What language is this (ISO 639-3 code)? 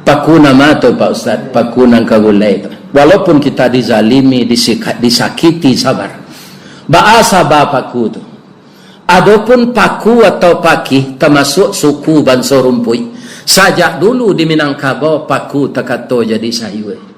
min